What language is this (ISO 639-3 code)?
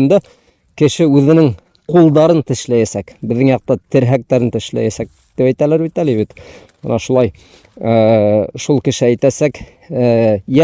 bak